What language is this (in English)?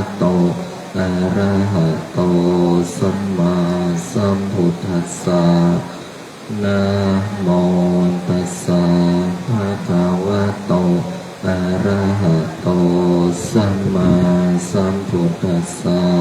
Pali